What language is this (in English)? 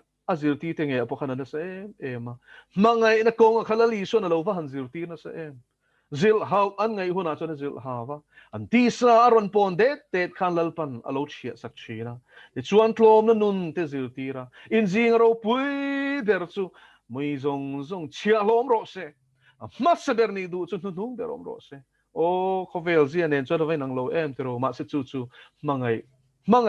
Mizo